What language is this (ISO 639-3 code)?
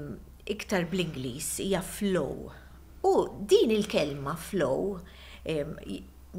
mlt